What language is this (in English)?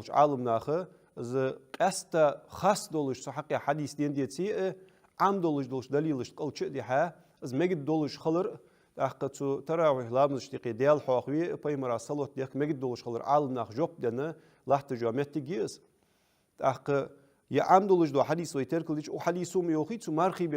Ingush